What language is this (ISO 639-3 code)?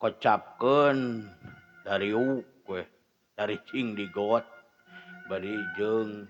sun